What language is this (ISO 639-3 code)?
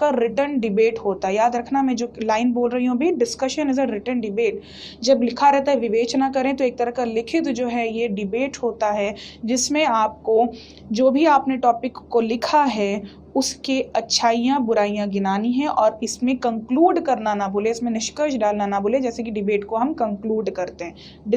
hin